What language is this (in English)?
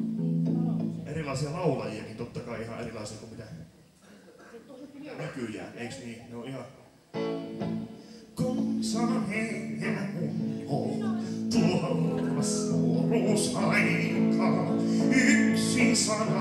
Finnish